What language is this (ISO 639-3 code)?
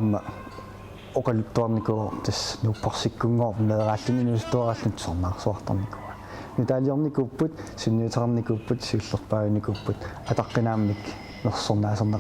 kal